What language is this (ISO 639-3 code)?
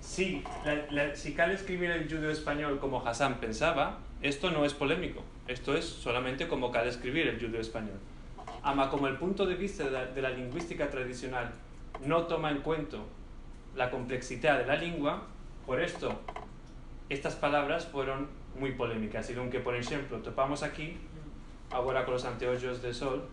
lad